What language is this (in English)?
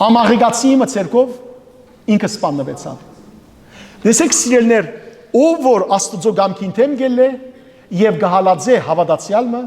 Western Armenian